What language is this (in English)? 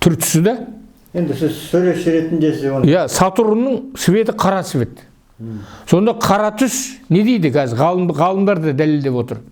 Kazakh